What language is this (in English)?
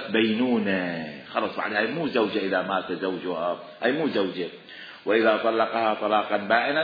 Mesopotamian Arabic